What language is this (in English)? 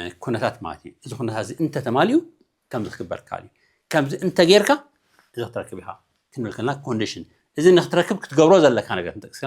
Tigrinya